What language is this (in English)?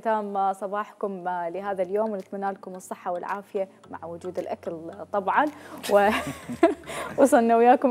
Mesopotamian Arabic